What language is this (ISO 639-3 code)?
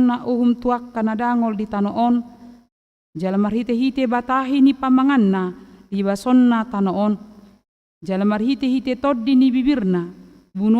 bbc